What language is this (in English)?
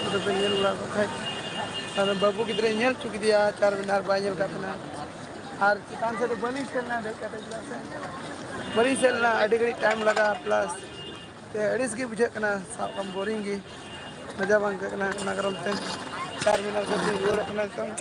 Santali